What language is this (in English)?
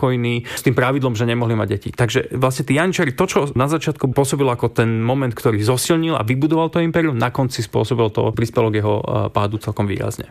Slovak